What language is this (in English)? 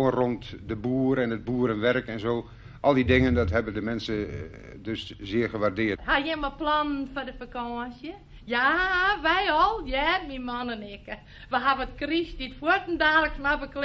Western Frisian